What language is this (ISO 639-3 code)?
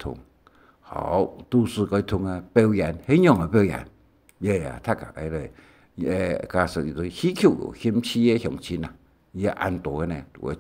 hak